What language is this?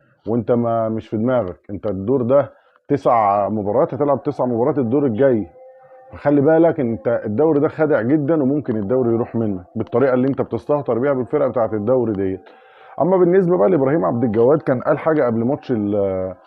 Egyptian Arabic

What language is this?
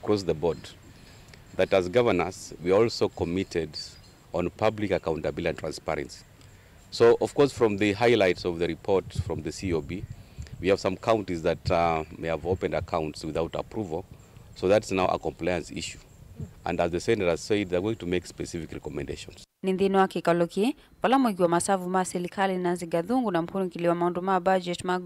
Kamba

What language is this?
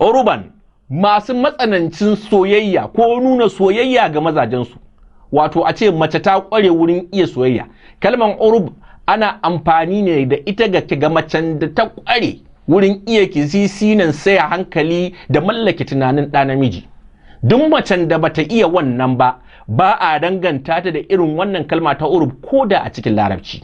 Hausa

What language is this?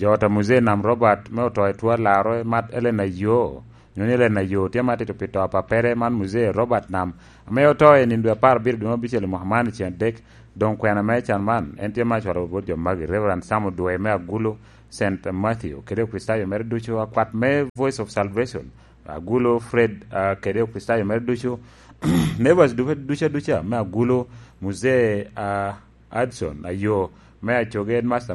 Lango (Uganda)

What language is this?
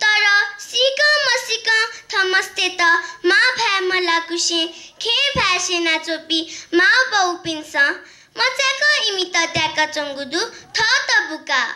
Newari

